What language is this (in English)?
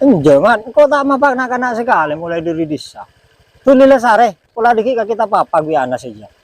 Madurese